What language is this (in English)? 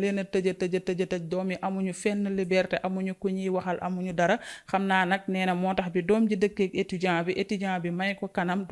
Wolof